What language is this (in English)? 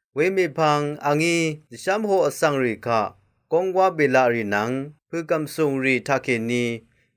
Rawang